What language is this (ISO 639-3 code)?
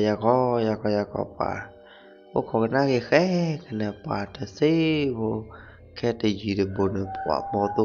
ksw